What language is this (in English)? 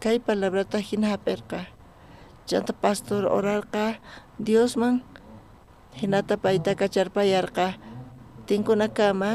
South Bolivian Quechua